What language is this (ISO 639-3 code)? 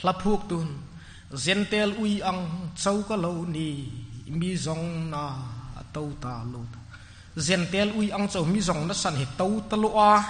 hmr